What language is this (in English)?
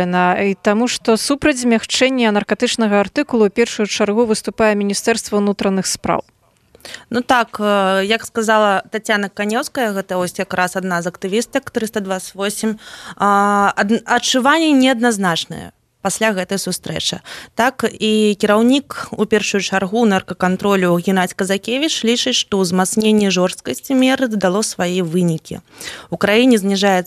Belarusian